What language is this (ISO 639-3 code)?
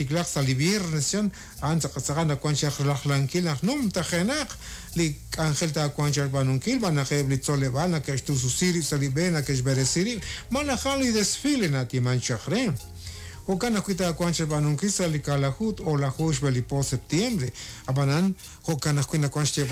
kek